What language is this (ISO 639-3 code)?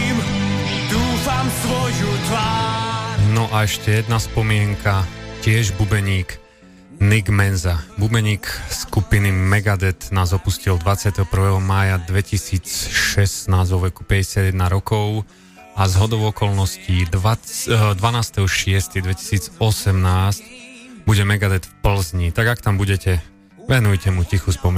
slk